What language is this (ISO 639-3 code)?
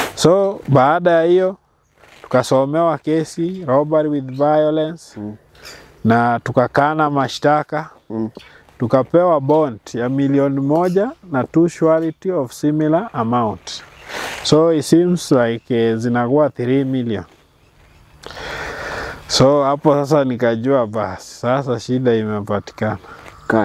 swa